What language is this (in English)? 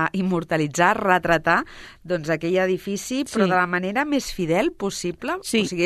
Catalan